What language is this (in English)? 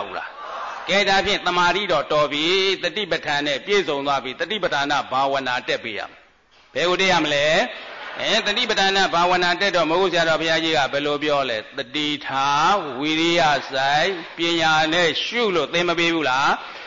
Burmese